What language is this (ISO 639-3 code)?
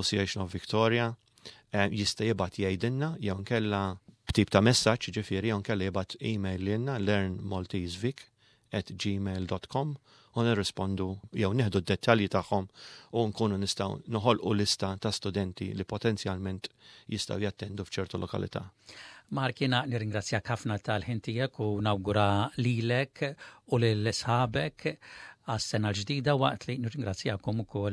mlt